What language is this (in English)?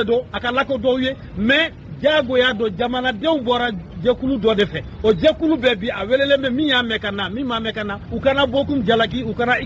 Bambara